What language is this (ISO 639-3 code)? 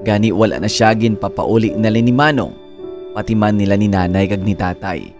hil